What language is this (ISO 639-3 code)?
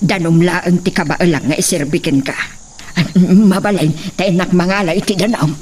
ilo